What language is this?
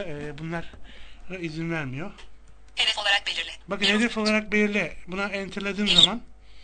Turkish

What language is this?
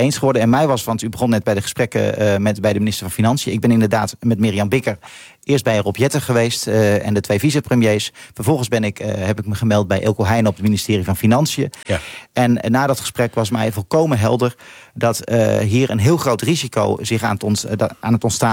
Dutch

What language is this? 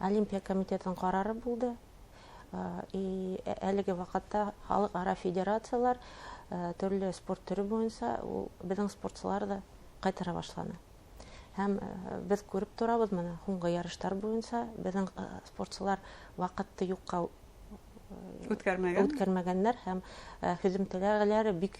Bashkir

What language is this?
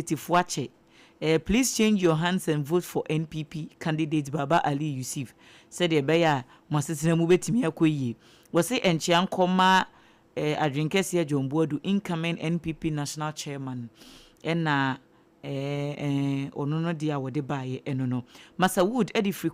Akan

